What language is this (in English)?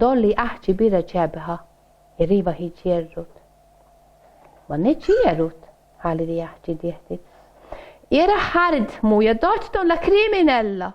Northern Sami